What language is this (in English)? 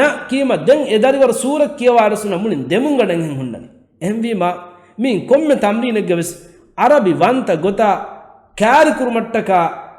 Divehi